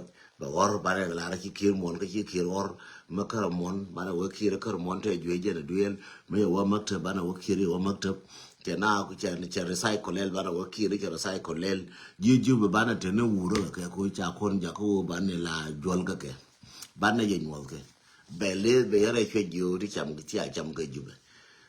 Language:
Nuer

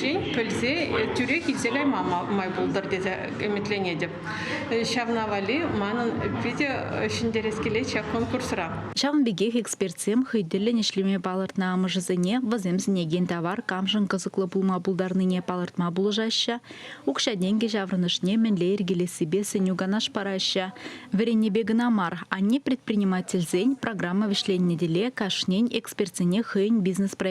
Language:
Chuvash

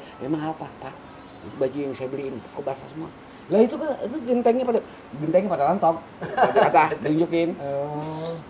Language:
Betawi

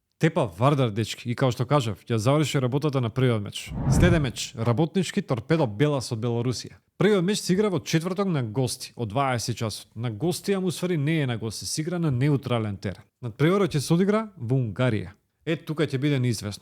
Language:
Macedonian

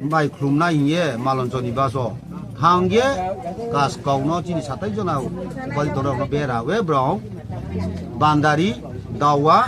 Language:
Riang (India)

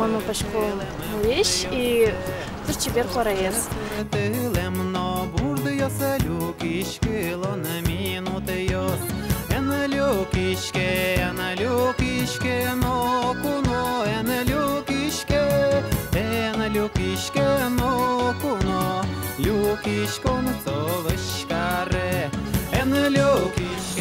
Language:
Udmurt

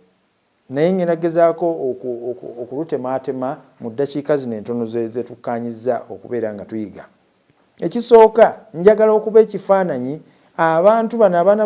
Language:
Ganda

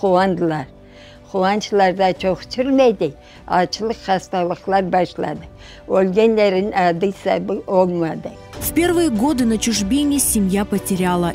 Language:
Crimean Tatar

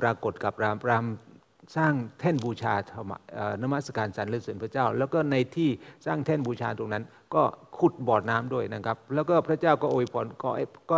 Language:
Thai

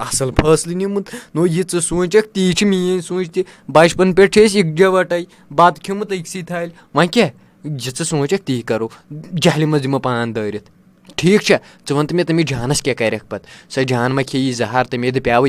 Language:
Kashmiri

